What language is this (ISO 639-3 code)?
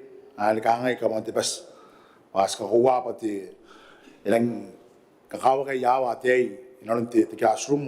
gil